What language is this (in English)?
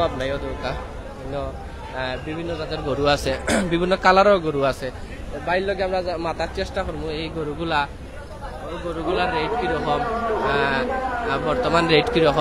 Sylheti